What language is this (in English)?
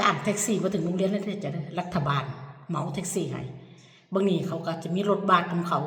Lao